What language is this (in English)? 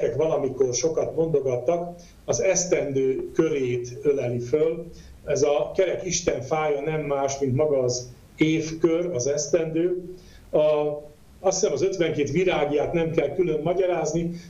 Hungarian